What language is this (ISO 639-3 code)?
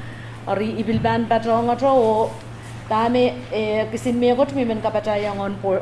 pon